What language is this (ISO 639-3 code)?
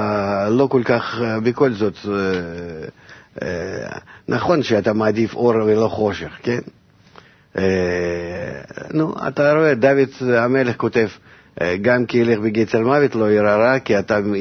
heb